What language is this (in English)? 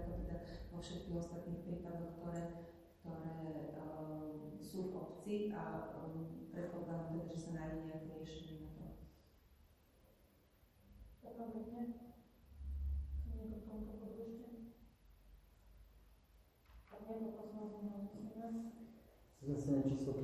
Slovak